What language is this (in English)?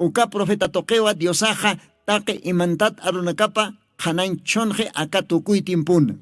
Aymara